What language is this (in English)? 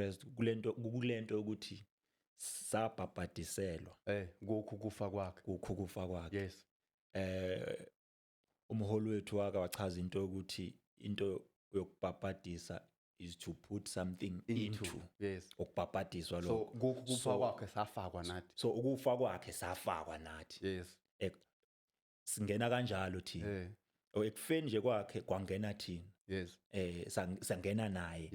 Zulu